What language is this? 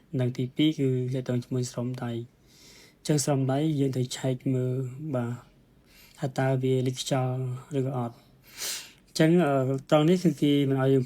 Khmer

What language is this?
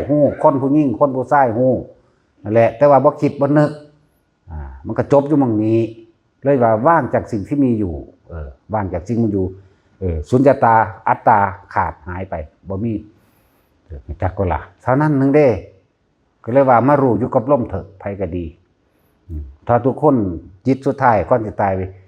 Northeastern Thai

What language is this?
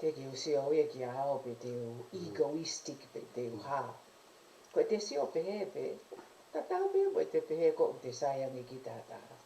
Tongan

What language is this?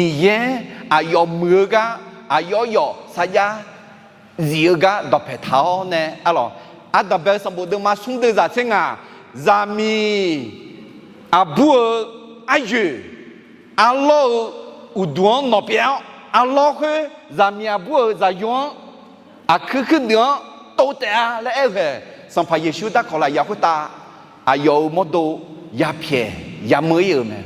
Akha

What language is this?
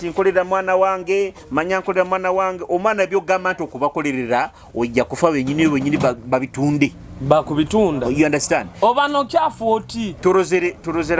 Nyoro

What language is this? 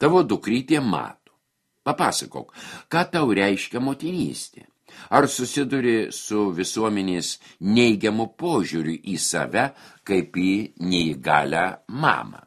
Lithuanian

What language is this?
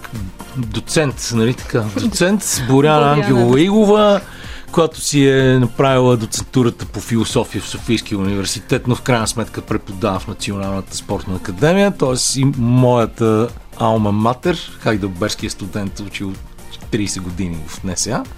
Bulgarian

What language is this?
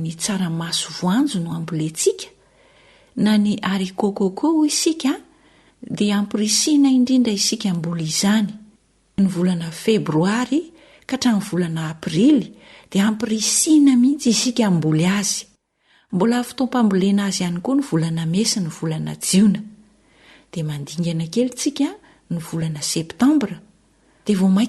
Malagasy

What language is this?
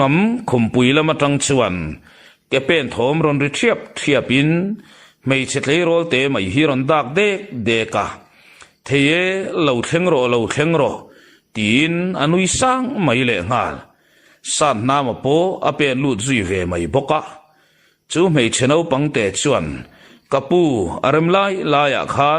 Mizo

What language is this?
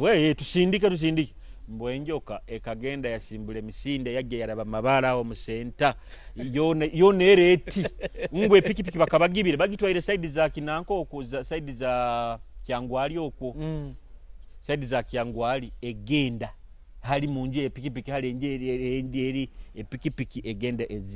Nyoro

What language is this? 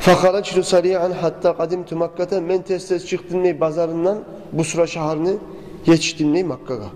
Kumyk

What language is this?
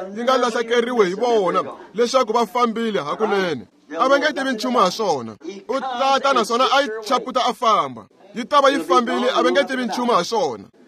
Tsonga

